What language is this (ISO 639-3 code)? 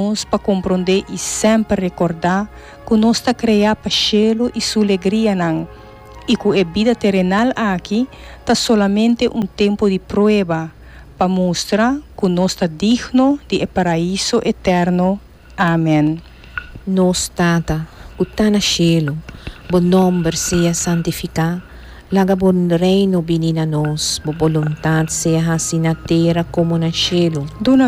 pap